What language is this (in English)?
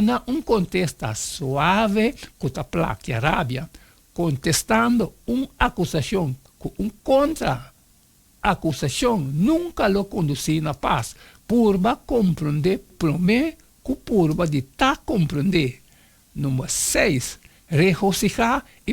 Papiamento